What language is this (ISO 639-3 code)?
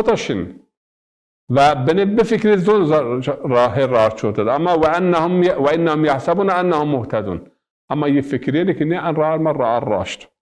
zza